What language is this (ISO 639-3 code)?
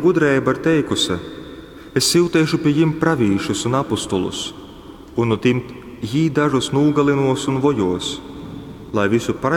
ltg